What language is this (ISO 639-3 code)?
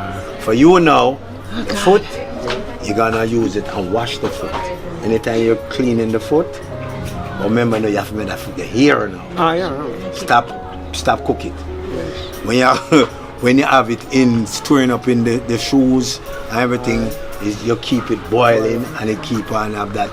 jam